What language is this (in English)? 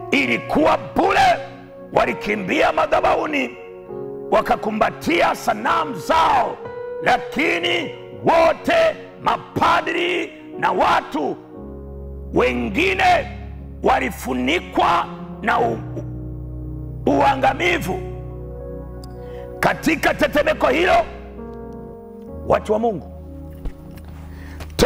Swahili